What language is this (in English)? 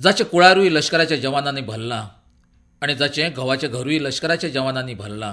Konkani